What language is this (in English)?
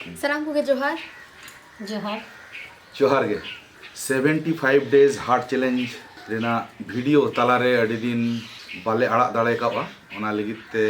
Santali